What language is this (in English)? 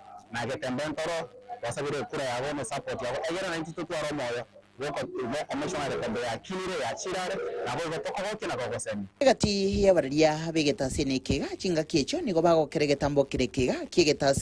Gusii